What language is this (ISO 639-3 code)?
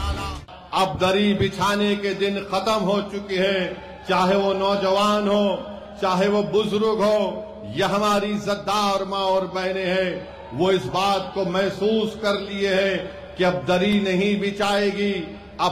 hin